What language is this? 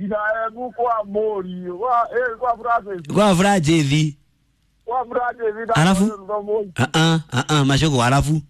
Kikuyu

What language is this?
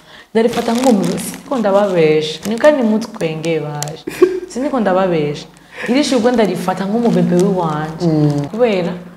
Rundi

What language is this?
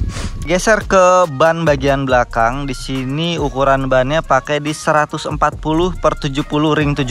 Indonesian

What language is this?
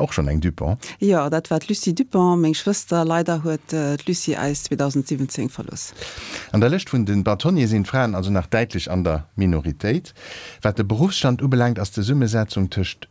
Luxembourgish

